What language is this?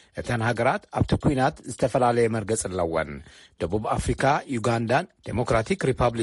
Tigrinya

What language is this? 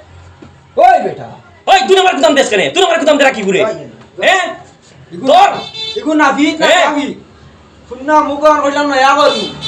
Sylheti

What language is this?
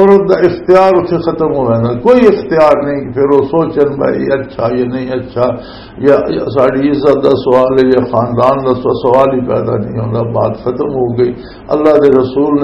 Western Panjabi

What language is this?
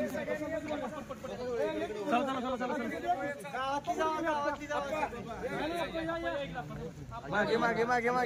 Marathi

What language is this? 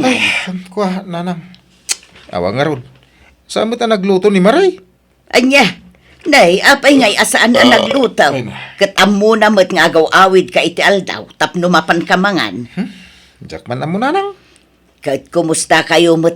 Iloko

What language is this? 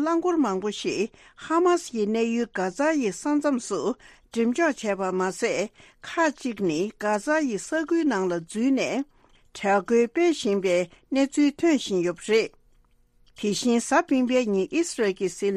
Tibetan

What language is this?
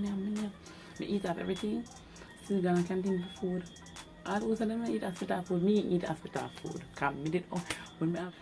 Jamaican Creole English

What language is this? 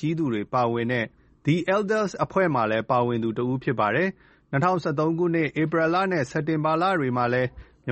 Burmese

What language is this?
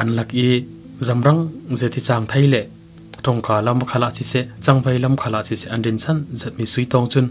Falam Chin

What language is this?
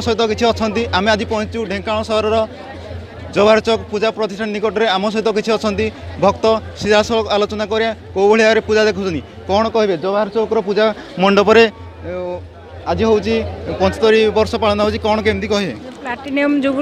Odia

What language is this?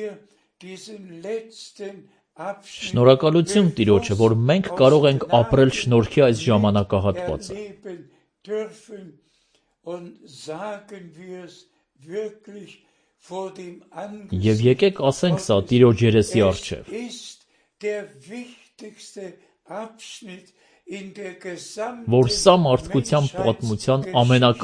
Armenian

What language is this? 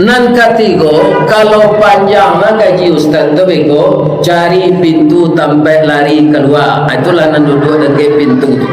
Minangkabau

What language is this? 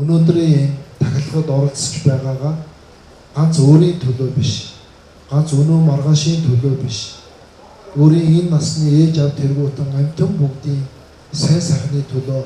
Mongolian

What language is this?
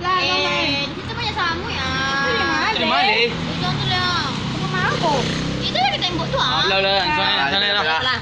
Minangkabau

